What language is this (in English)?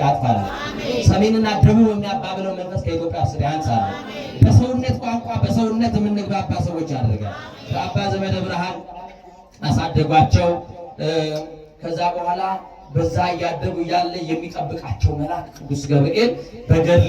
Amharic